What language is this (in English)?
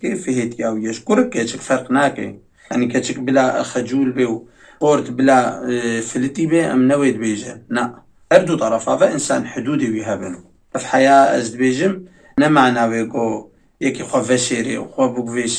Kurdish